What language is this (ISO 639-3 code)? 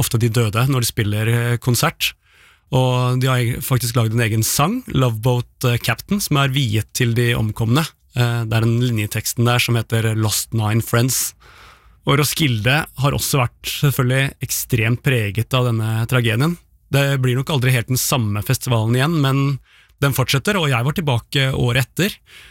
nor